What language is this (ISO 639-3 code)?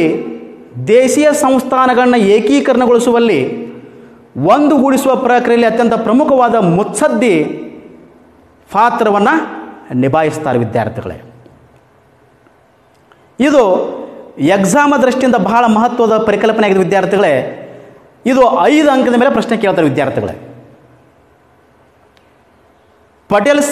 kan